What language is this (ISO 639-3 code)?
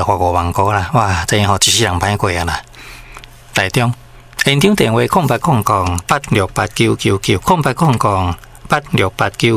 nan